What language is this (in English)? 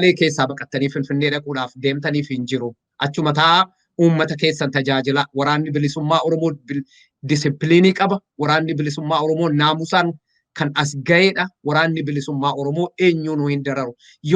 Oromo